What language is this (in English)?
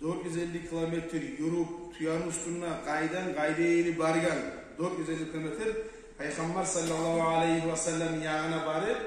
Kumyk